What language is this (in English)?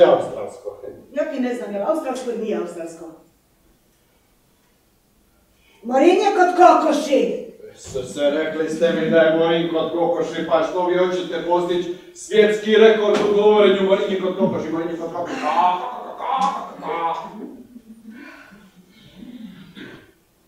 Croatian